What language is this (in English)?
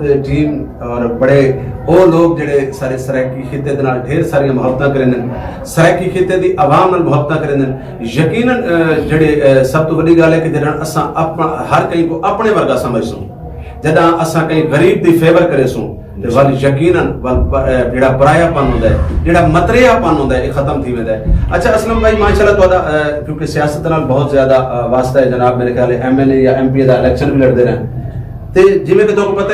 Saraiki